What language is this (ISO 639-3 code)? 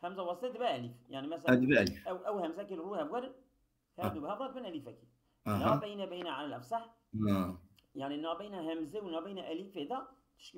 kur